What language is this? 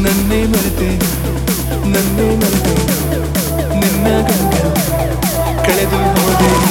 Kannada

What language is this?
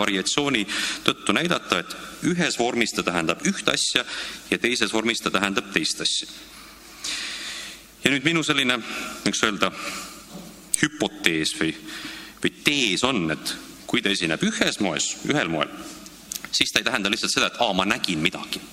Estonian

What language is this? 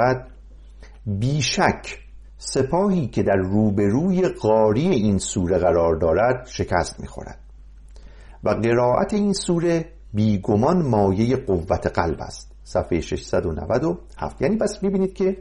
Persian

